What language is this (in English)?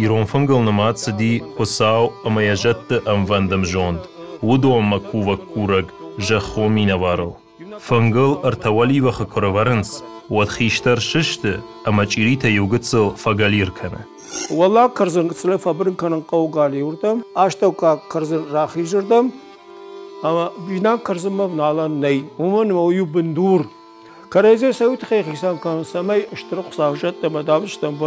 Ossetic